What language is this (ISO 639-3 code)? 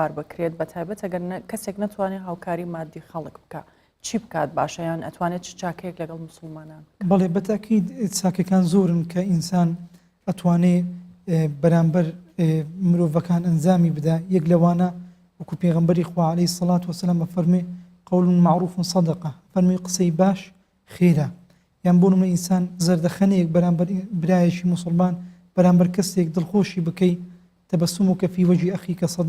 ckb